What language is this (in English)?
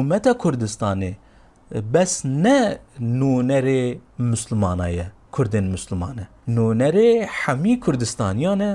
Kurdish